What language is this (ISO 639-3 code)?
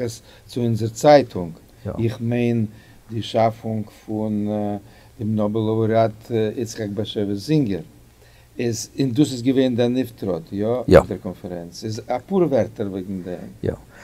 yid